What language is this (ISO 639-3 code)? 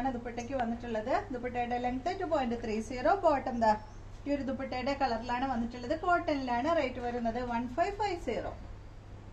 mal